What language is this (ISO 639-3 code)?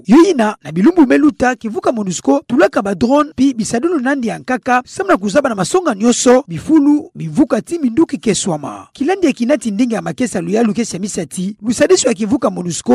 ktu